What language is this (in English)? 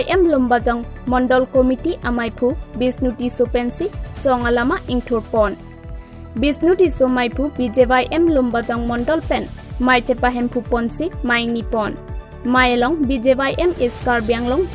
Karbi